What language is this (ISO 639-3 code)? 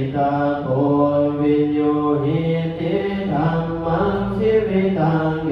pli